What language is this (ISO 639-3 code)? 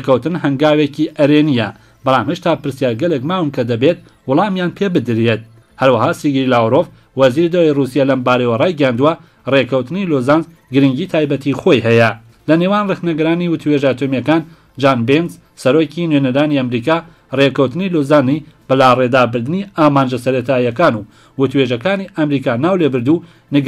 ckb